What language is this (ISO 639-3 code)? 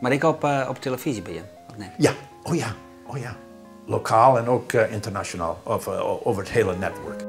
fry